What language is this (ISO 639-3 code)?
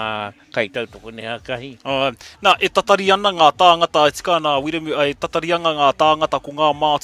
mri